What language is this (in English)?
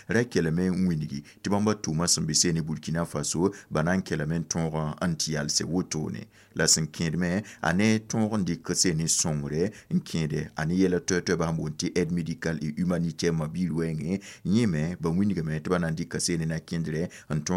Mossi